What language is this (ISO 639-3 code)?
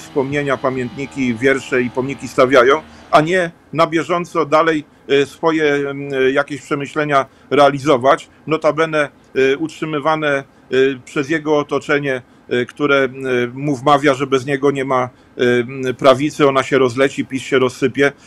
pol